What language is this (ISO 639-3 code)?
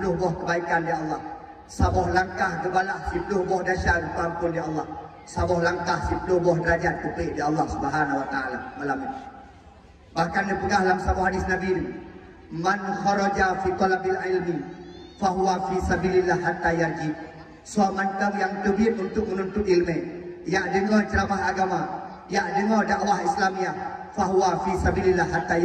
ace